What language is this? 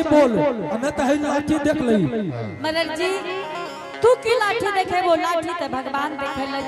Angika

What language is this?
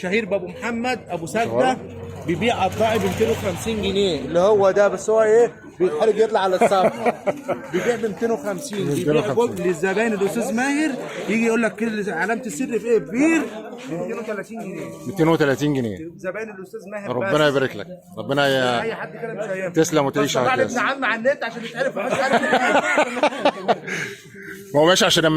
Egyptian Arabic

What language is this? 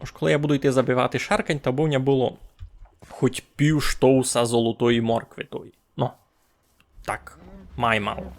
Rusyn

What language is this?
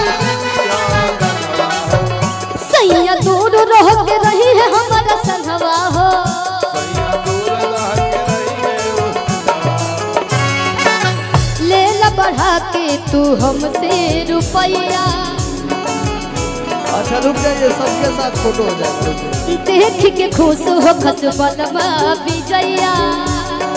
Bhojpuri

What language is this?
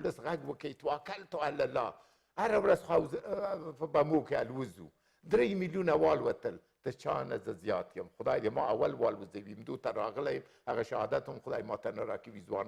Pashto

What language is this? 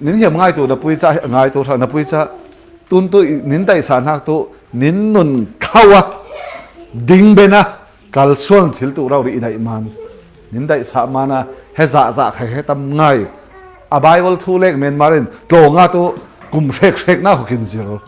Falam Chin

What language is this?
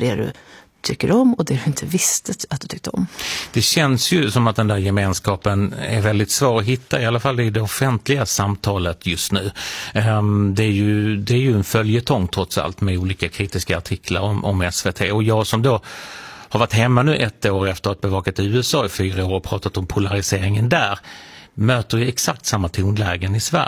Swedish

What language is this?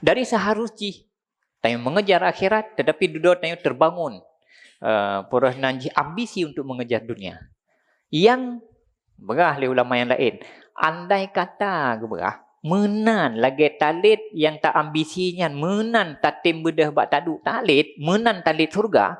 Achinese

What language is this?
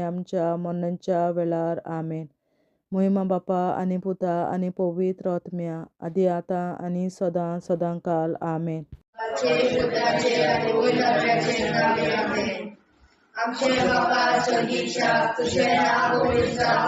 Konkani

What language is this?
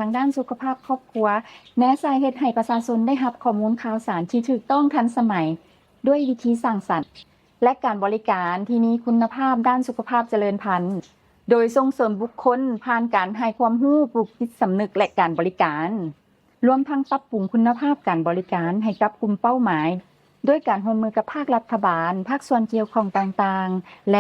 Lao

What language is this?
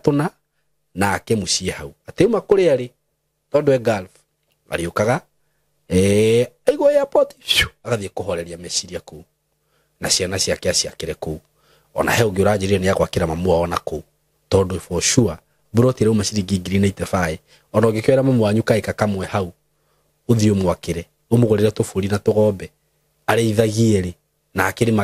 Kikuyu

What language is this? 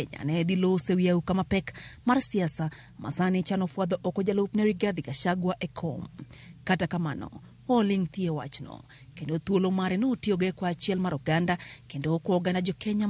Luo (Kenya and Tanzania)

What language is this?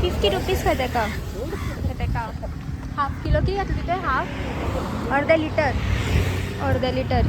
Konkani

